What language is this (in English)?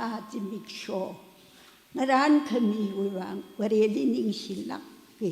Tangkhul Naga (India)